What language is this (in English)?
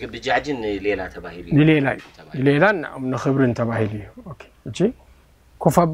Tigrinya